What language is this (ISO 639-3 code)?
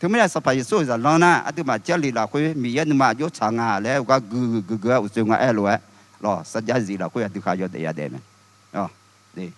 ahk